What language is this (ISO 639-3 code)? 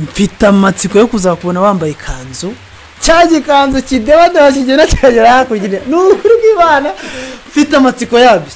kin